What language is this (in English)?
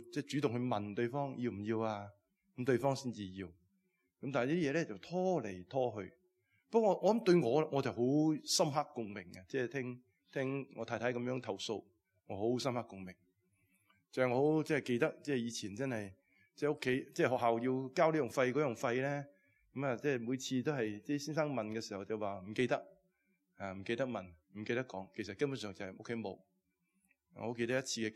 Cantonese